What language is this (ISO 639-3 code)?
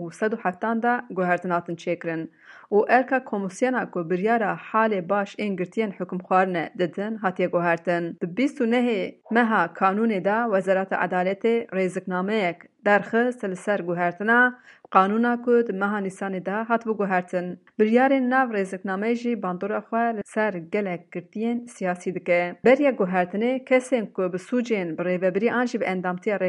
kur